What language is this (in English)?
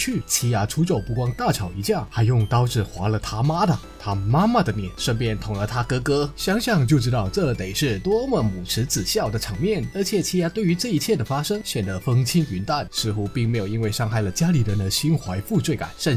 Chinese